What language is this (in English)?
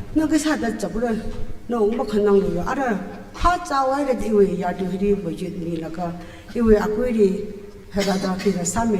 Tangkhul Naga (India)